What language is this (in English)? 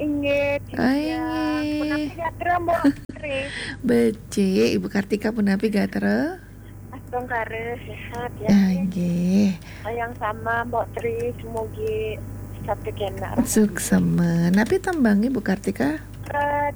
Balinese